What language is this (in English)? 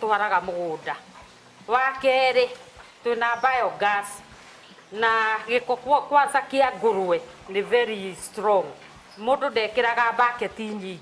Kikuyu